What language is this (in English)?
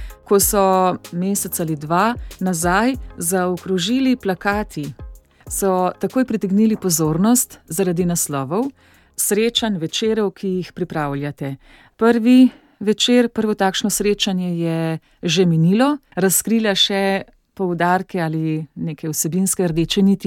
Slovenian